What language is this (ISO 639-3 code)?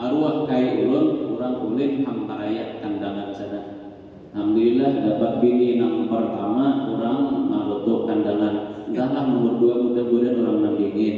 bjn